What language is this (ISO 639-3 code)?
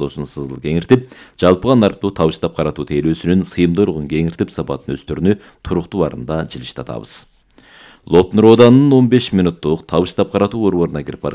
kir